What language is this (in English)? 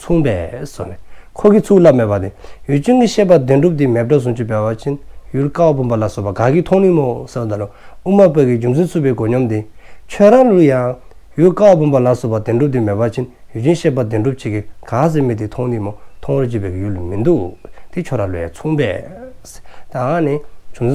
Dzongkha